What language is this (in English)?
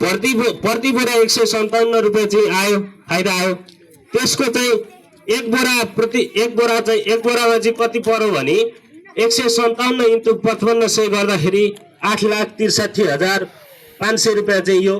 Nepali